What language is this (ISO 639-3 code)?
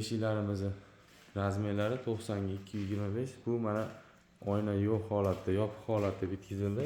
uzb